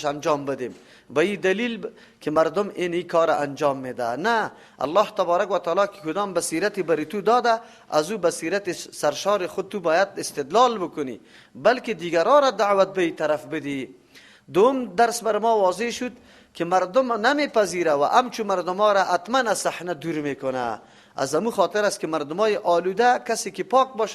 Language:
Persian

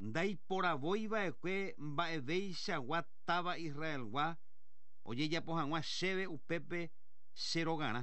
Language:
Guarani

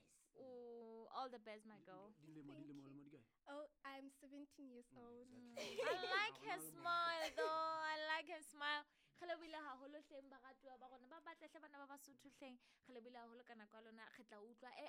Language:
Southern Sotho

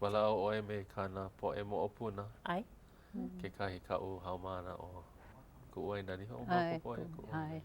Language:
Hawaiian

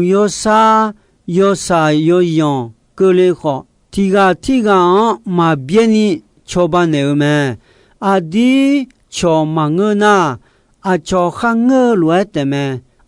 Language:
Akha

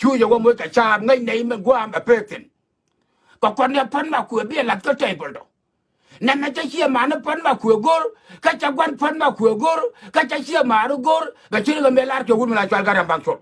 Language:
Nuer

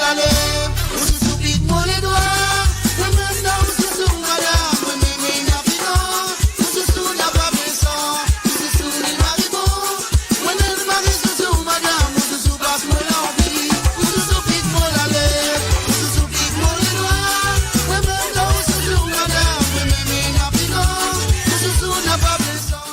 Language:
Morisyen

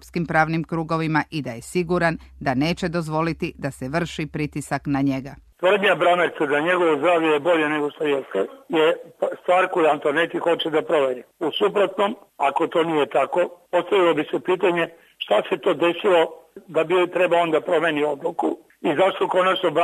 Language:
Serbian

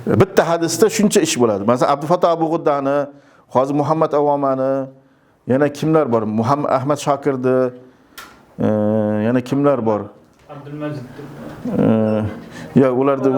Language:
Uzbek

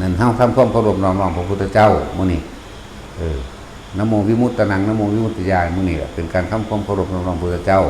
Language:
Northeastern Thai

